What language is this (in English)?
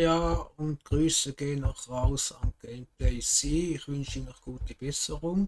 Swiss German